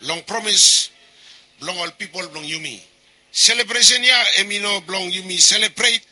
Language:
Bislama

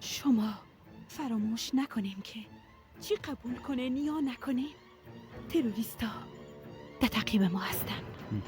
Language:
Persian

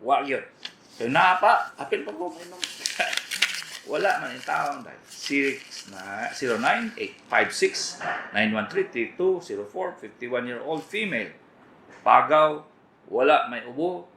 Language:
Cebuano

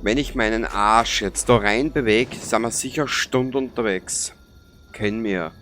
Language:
Bavarian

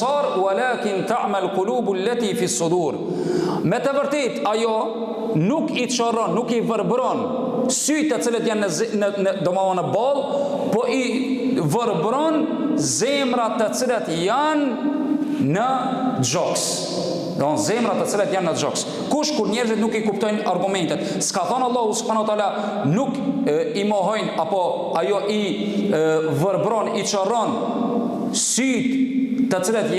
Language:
Albanian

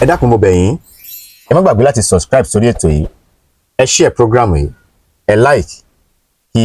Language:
Yoruba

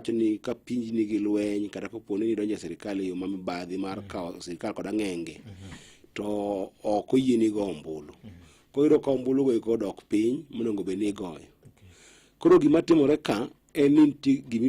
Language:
Luo (Kenya and Tanzania)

